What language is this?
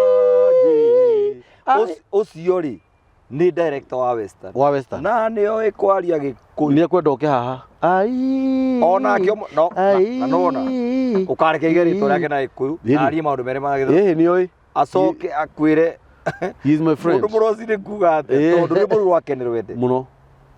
Kikuyu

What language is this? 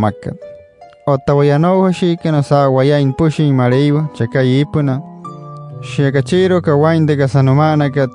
Wayuu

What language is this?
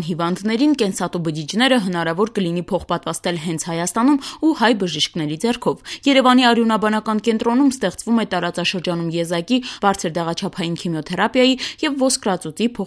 Armenian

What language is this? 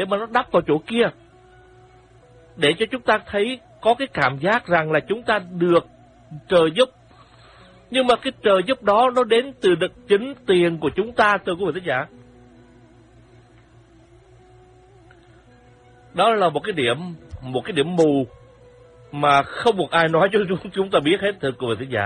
Vietnamese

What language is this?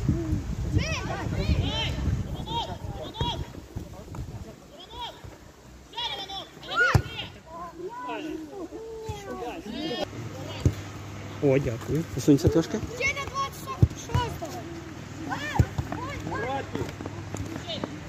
Ukrainian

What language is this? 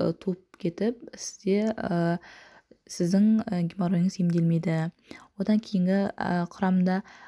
Kazakh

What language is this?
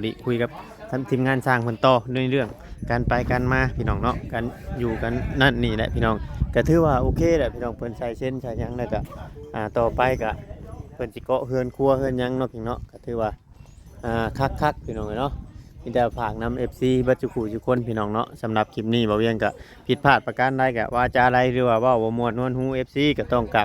Northeastern Thai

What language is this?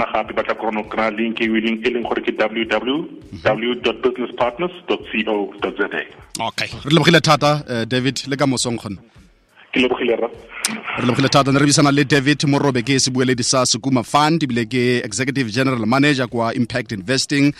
Tswana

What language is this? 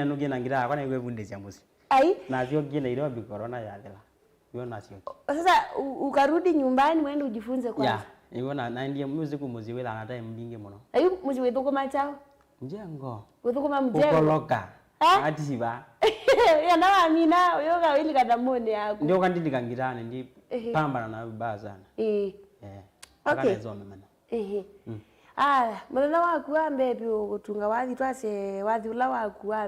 Kamba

